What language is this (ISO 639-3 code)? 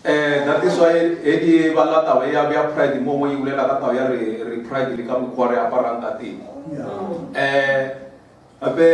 nso